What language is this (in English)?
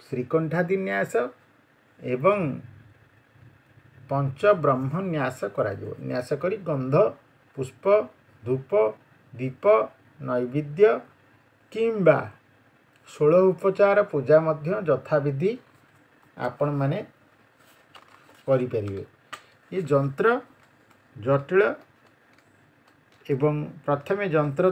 Odia